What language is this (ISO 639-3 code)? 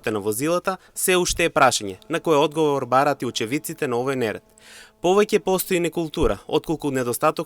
mkd